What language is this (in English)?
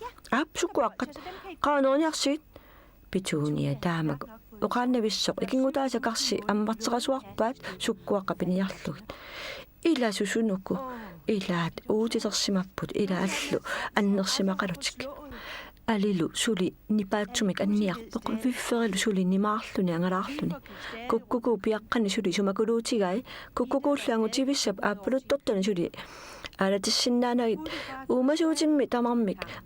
Kalaallisut